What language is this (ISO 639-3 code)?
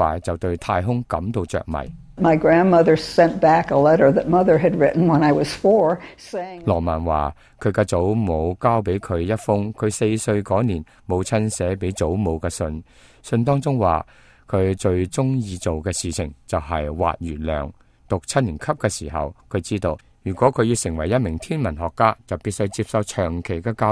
yue